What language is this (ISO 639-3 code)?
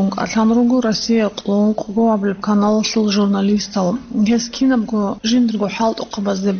ava